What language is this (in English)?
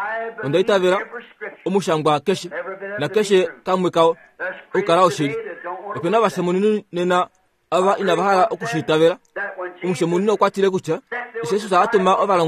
Kuanyama